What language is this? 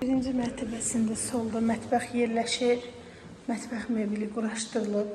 Azerbaijani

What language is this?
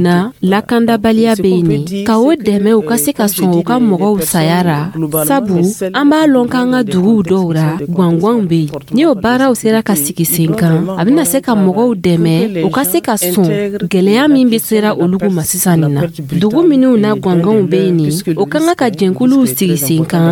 Dyula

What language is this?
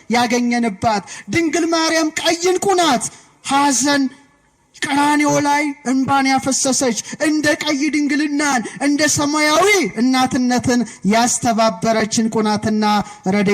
Amharic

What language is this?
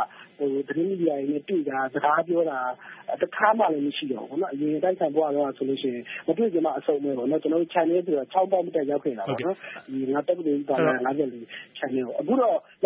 Burmese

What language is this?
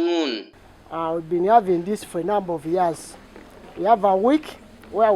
Teso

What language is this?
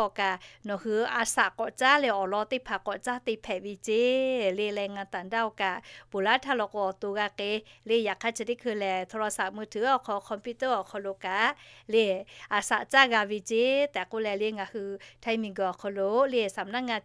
Lahu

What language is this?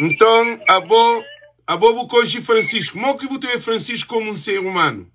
Kabuverdianu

